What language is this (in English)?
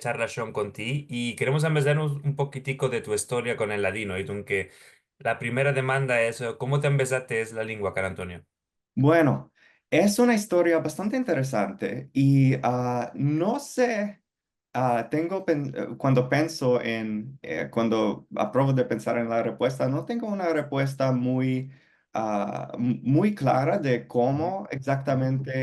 Ladino